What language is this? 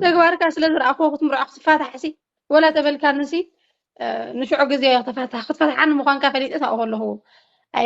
Tigrinya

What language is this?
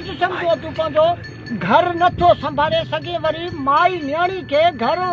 Sindhi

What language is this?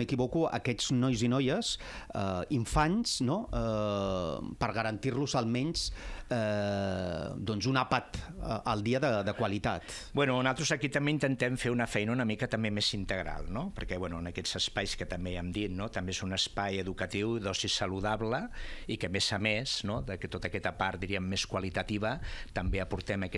Catalan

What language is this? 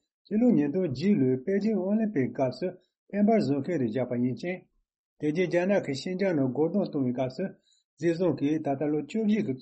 Tibetan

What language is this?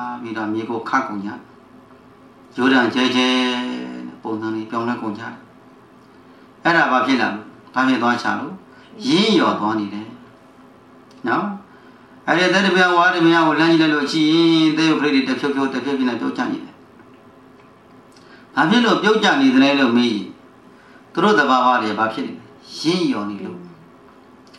Burmese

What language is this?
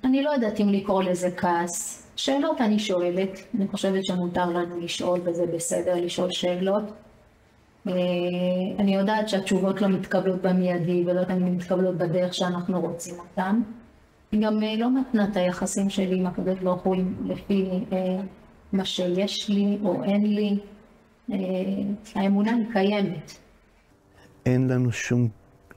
Hebrew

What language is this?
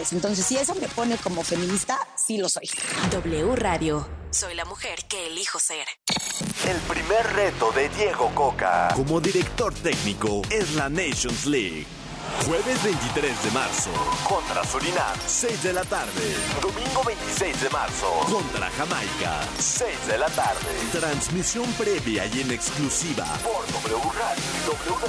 Spanish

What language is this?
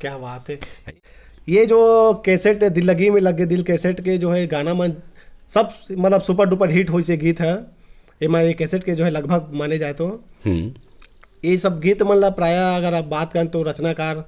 Chhattisgarhi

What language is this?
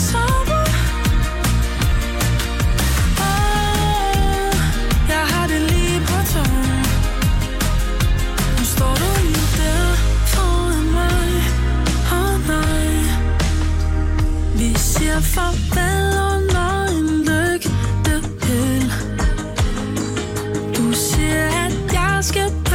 Danish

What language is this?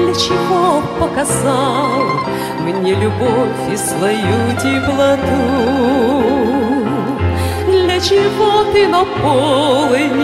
Russian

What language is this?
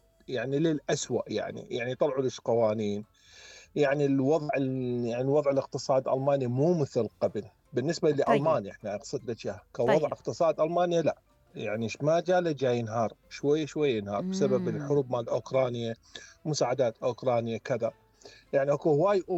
Mesopotamian Arabic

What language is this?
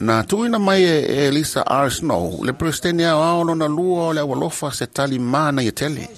Samoan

